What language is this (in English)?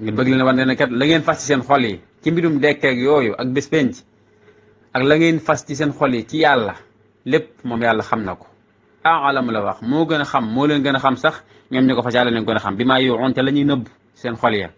Wolof